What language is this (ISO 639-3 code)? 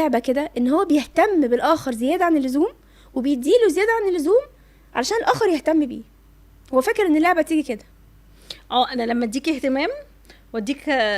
arz